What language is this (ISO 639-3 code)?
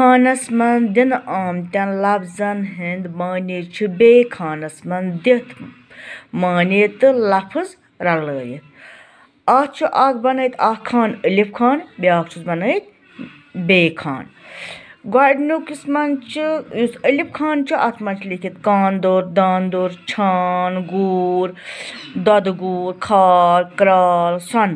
kas